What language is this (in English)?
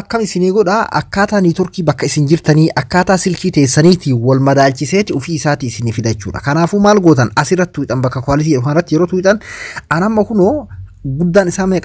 Oromo